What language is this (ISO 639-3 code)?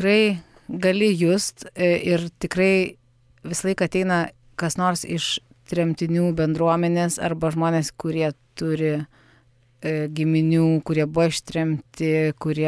lit